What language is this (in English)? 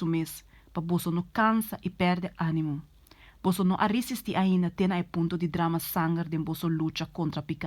Papiamento